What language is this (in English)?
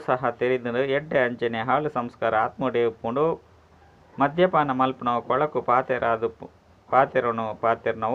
Tulu